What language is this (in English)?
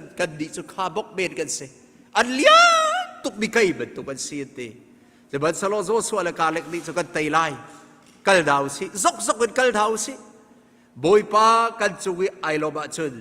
Hakha Chin